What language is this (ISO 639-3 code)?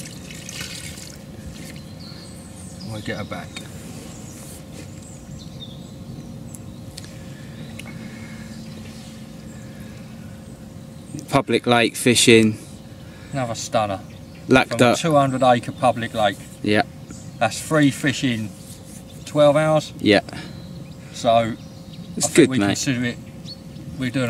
eng